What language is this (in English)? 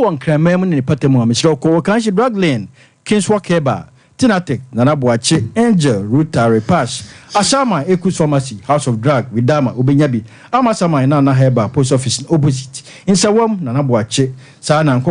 Akan